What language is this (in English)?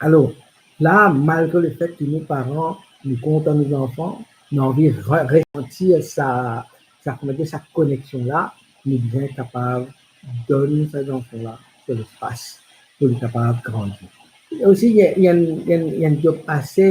Morisyen